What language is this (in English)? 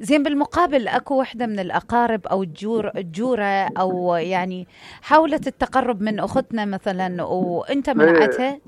Mesopotamian Arabic